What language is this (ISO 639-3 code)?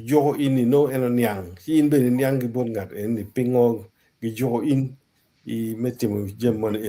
ach